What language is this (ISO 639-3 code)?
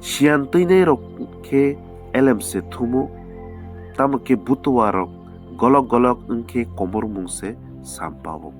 trp